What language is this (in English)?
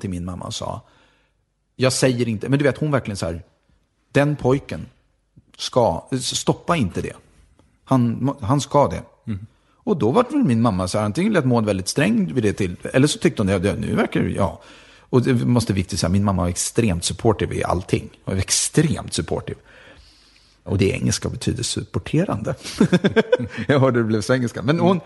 Swedish